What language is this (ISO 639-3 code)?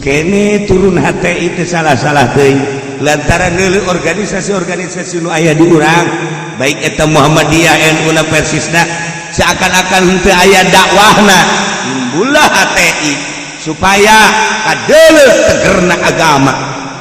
sun